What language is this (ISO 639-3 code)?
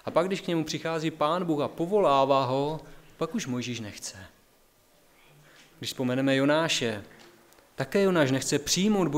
ces